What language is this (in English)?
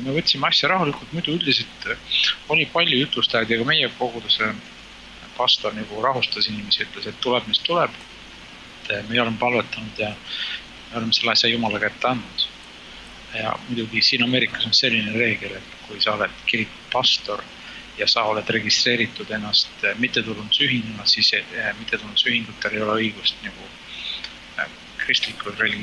Estonian